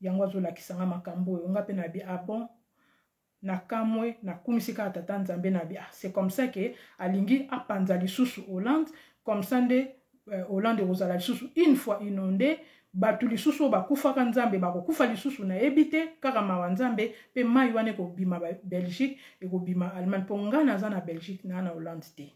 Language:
Lingala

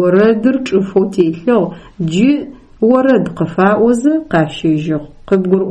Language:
Adyghe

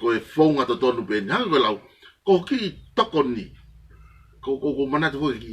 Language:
Tongan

